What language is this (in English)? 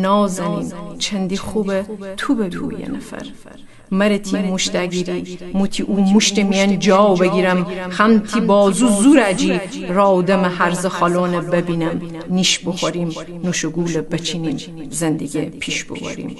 Gilaki